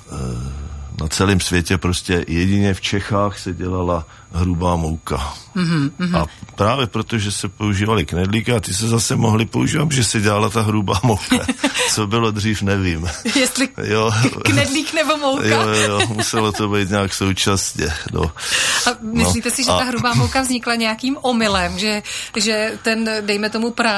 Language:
Czech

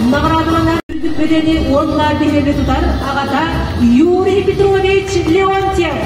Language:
Yakut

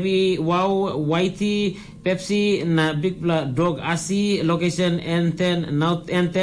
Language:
Tok Pisin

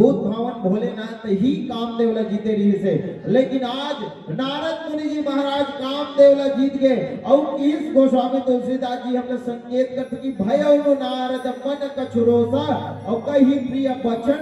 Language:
Chhattisgarhi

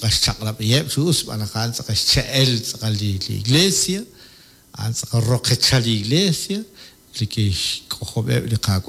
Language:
Kekchí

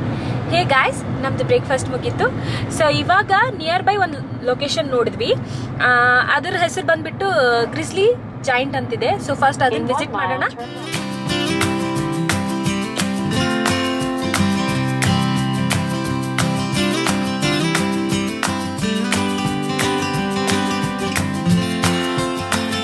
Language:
Kannada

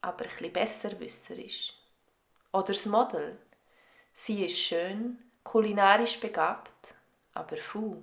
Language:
Swiss German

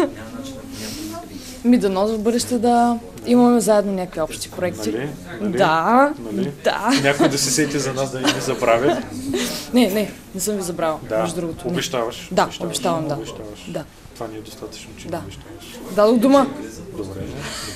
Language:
Bulgarian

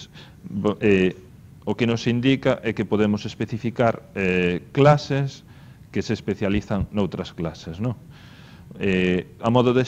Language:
Galician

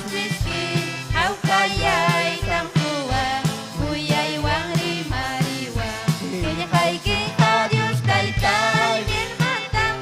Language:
Ayacucho Quechua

